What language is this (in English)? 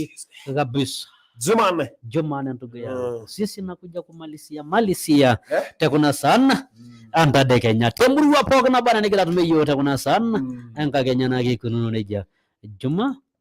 Masai